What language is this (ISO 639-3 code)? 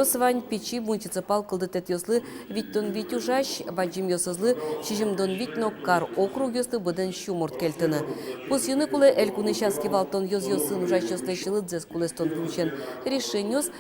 udm